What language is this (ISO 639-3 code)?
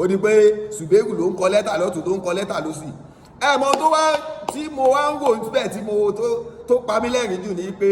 yor